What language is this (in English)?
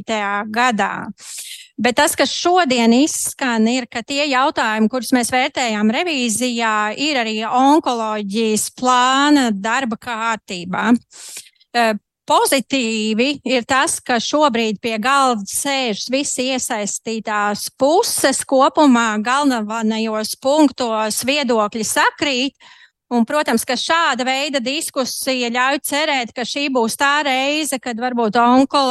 Latvian